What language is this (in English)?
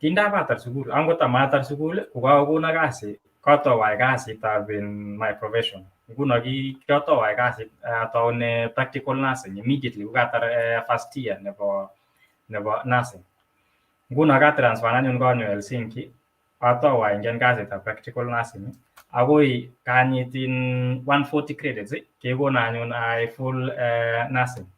Kalenjin